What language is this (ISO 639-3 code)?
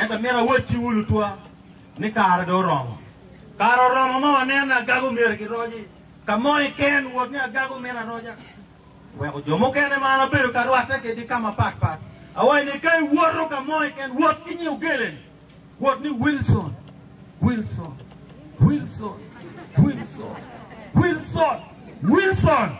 ach